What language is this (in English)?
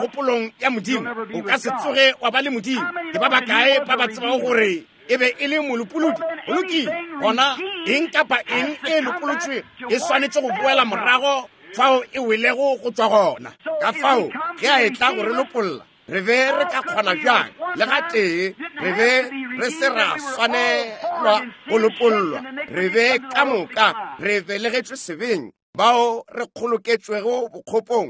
Northern Sotho